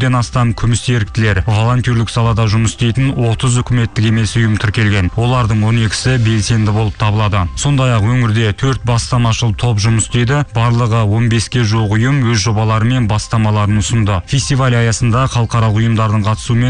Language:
Kazakh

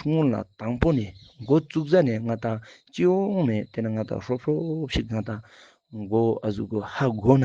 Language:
Ladakhi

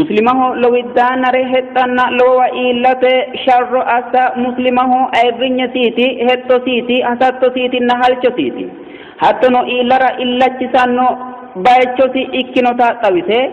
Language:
Sidamo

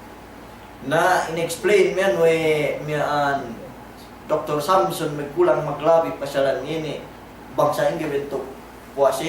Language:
Yakan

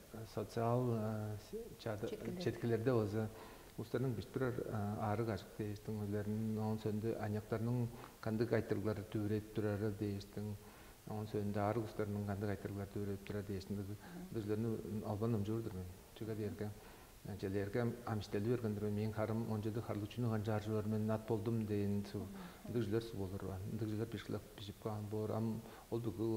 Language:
Tuvinian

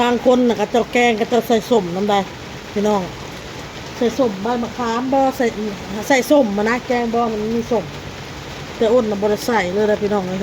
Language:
Northeastern Thai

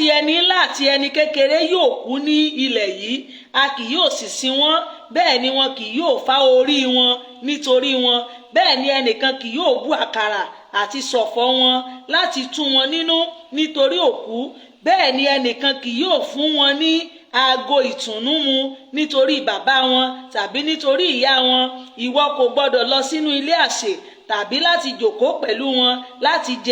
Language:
Yoruba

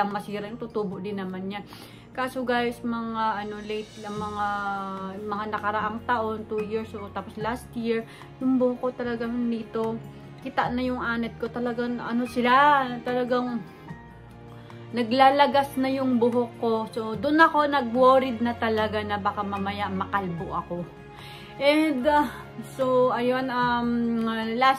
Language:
Filipino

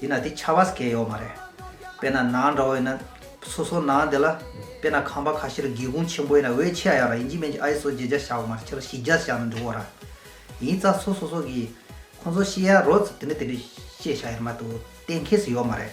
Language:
Tibetan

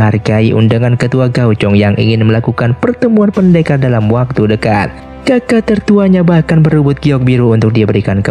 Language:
Indonesian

